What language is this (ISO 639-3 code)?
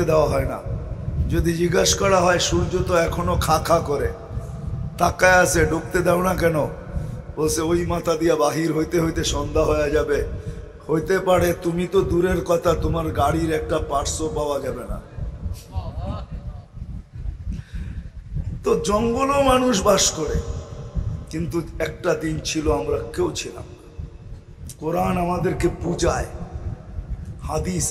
ben